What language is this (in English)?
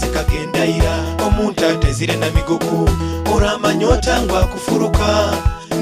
Nyoro